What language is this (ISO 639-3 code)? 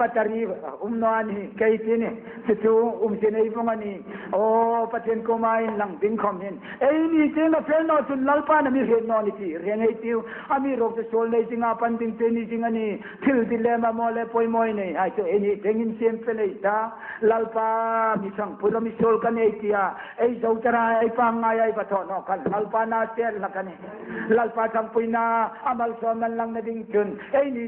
hmr